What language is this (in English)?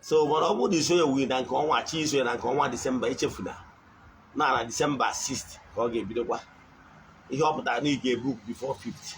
Igbo